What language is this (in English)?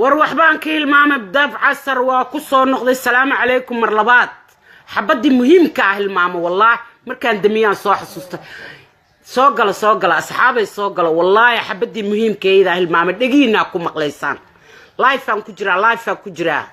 Somali